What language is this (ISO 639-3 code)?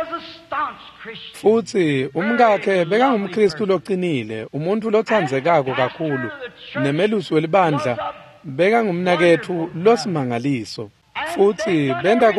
ssw